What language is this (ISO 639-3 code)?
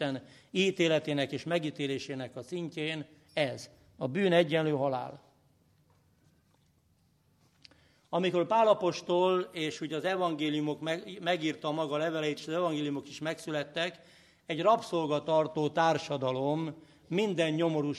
hun